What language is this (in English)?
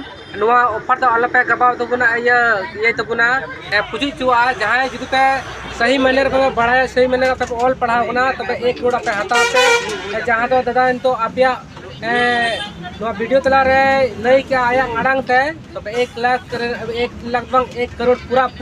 Santali